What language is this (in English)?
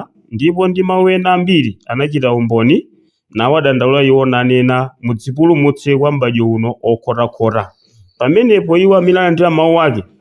Nyanja